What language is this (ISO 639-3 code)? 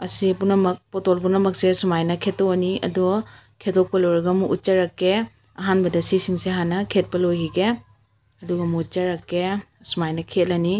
mni